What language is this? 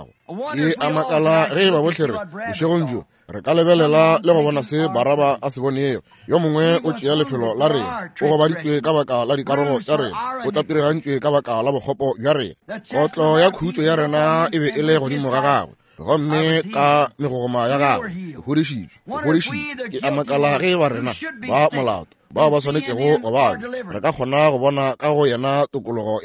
Northern Sotho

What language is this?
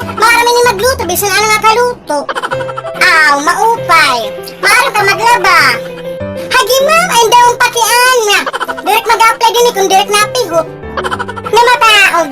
Waray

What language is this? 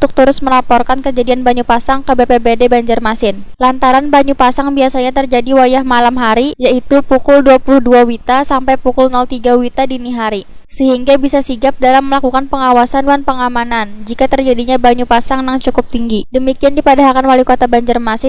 Banjar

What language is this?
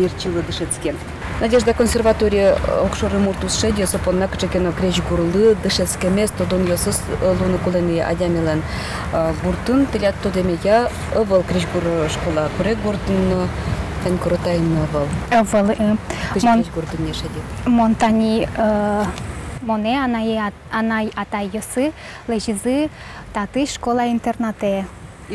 Udmurt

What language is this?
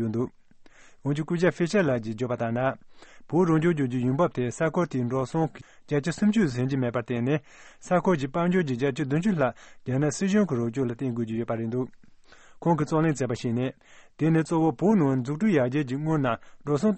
Tibetan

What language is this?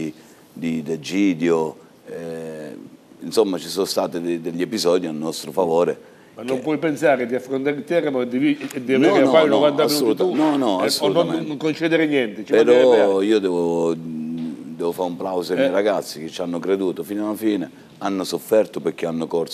Italian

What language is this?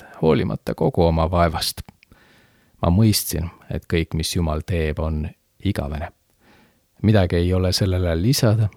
Estonian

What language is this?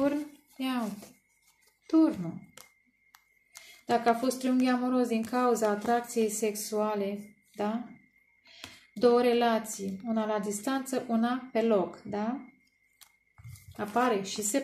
Romanian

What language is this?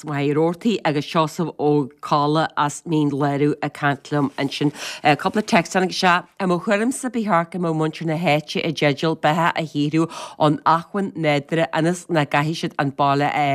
Irish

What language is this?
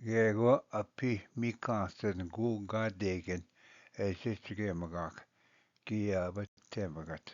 Ojibwa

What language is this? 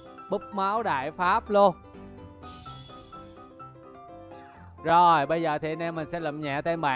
Vietnamese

